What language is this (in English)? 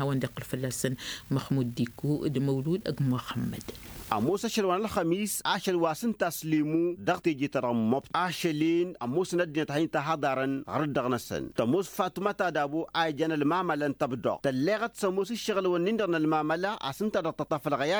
Tamasheq